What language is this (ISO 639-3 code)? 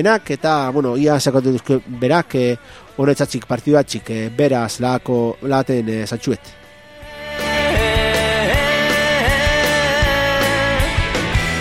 eus